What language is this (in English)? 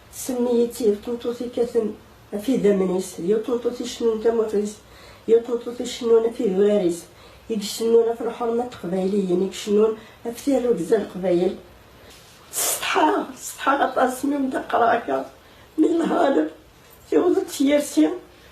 Kabyle